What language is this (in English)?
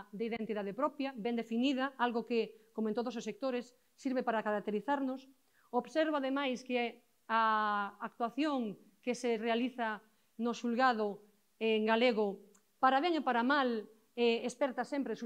Galician